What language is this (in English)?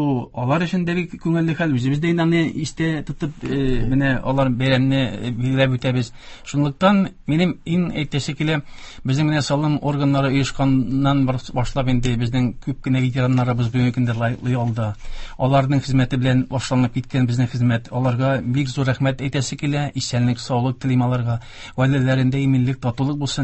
Tatar